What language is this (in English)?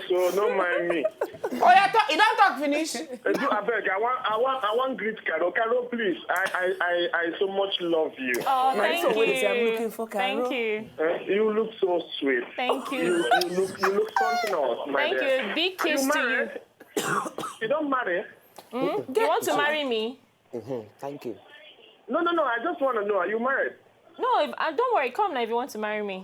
Nigerian Pidgin